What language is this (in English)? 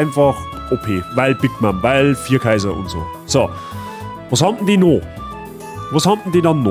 Bavarian